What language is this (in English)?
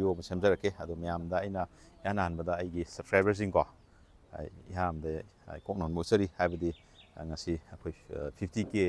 Manipuri